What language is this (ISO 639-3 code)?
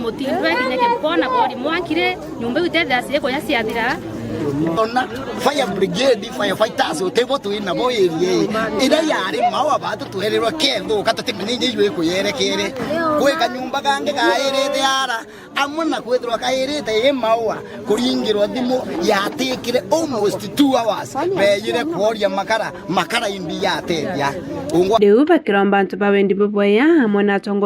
mer